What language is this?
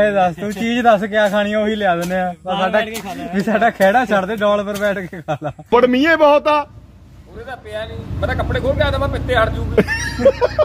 Punjabi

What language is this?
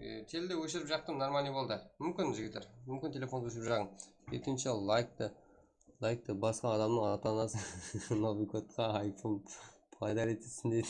Kara-Kalpak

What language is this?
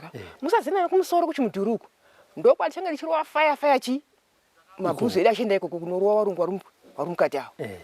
Shona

